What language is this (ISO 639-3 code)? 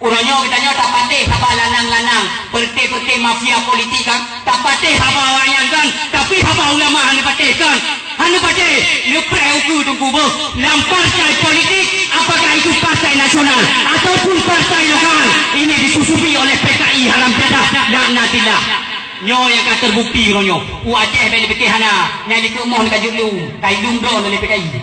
ace